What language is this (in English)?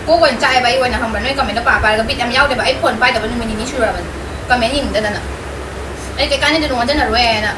Manipuri